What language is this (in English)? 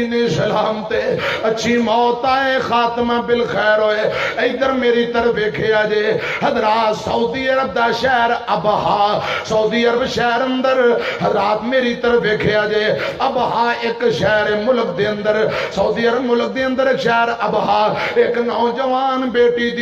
Western Panjabi